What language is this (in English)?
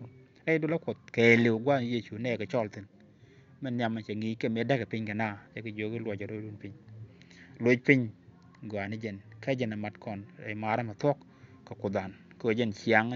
Nuer